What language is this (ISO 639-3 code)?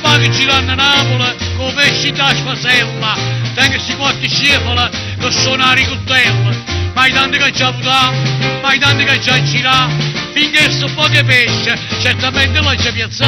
nap